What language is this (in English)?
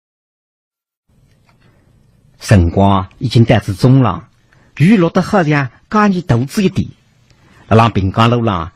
Wu Chinese